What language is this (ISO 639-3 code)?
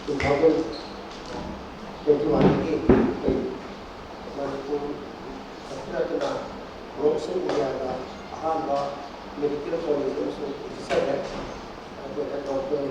mni